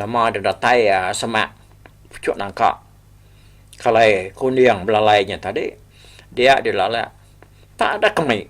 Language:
Iban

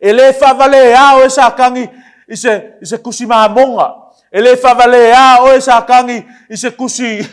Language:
Samoan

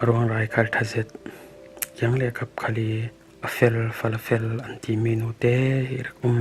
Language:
Falam Chin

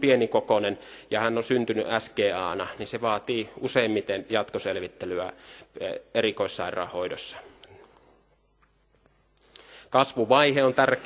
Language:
Finnish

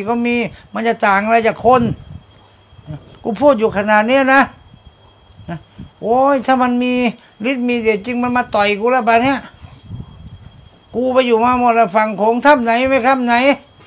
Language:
Thai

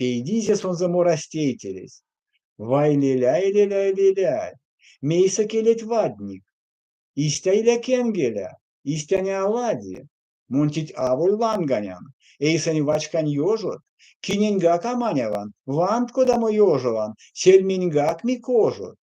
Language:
Erzya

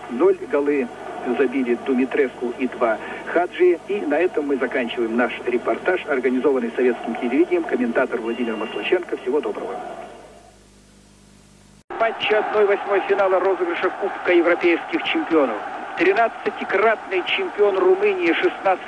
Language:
Russian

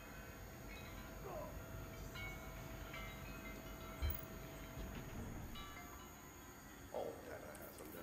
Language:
English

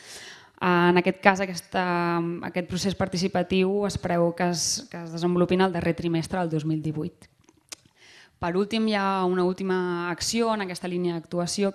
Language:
Catalan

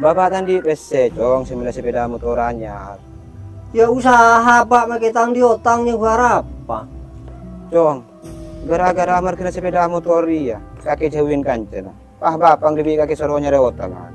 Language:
Madurese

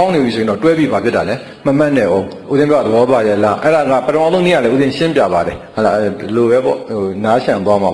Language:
Burmese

